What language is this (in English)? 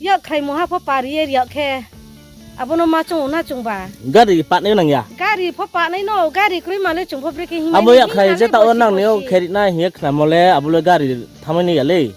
Riang (India)